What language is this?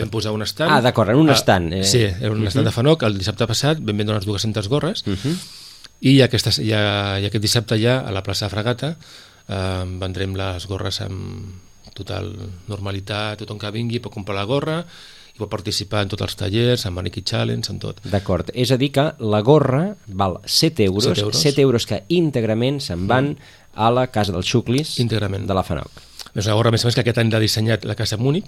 Catalan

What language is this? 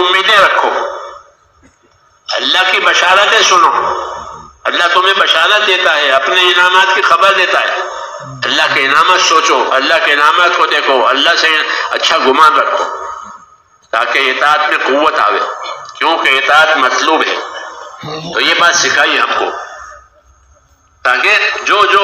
Urdu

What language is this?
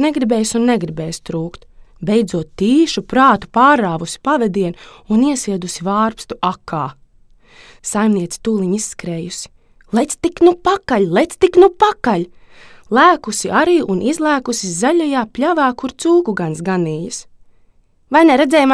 Latvian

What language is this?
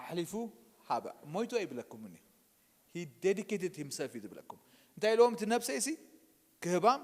Tigrinya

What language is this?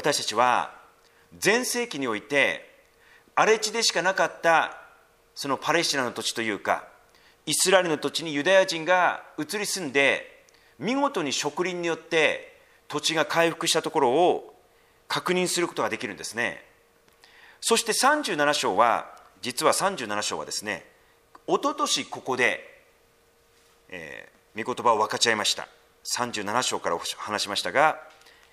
Japanese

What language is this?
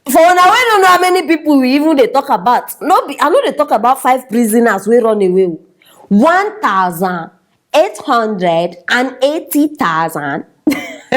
Nigerian Pidgin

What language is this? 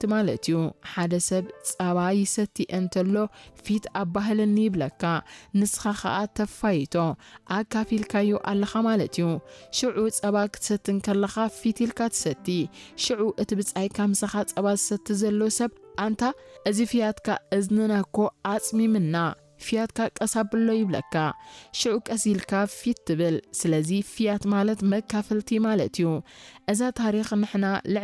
Tigrinya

